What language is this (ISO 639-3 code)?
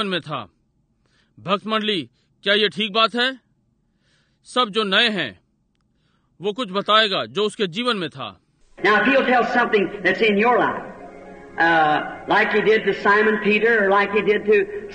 hin